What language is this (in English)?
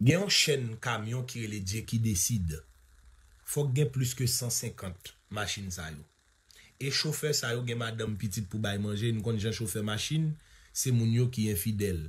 Haitian Creole